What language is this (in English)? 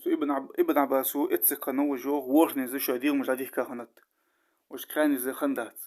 Ingush